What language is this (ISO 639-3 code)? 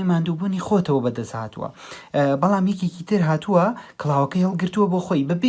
ckb